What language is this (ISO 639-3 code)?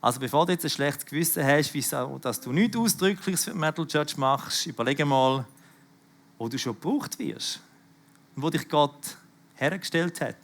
gsw